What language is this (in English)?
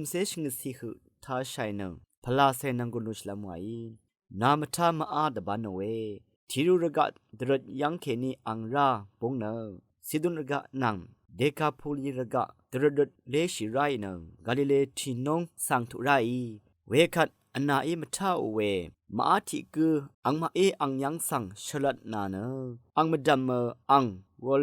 Rawang